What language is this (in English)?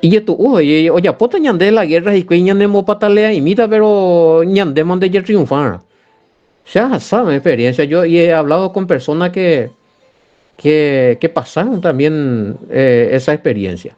Guarani